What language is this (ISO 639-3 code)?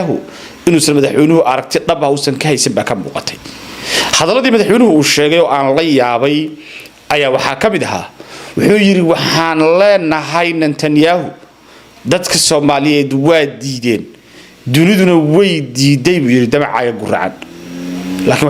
som